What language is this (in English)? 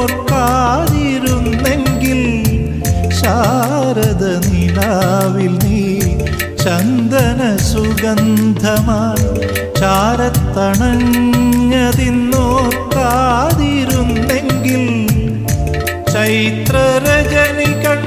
Malayalam